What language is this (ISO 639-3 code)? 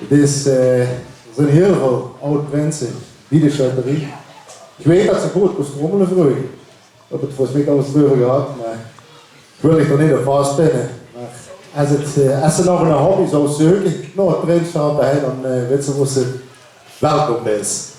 lim